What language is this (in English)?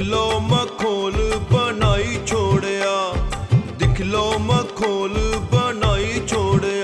Dogri